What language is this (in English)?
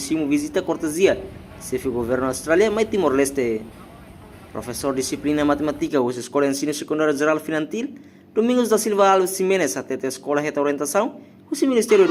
Tetum